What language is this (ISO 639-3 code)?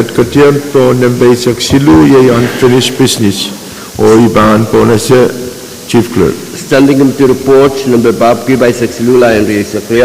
pon